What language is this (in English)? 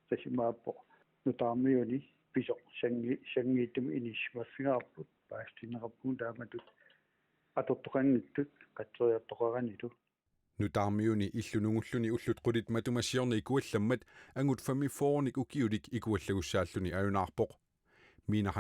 Kalaallisut